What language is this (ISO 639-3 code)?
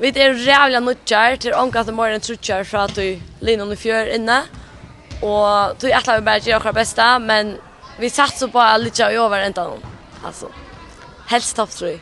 fao